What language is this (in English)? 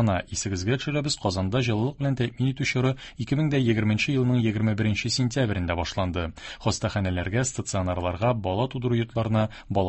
Tatar